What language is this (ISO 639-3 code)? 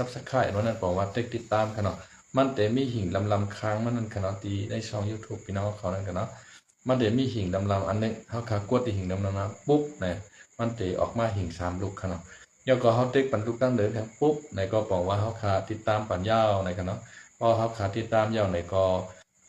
shn